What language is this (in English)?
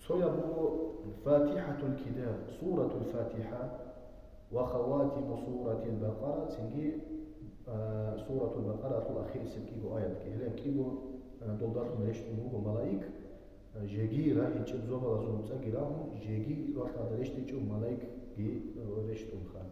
Avaric